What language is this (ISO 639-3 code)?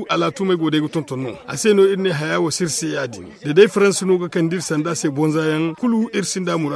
dje